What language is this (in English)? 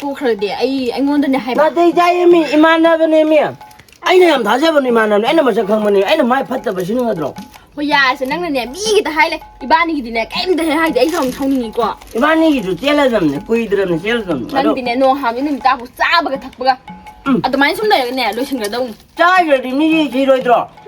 Manipuri